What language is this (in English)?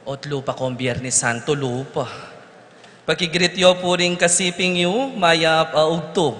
Pampanga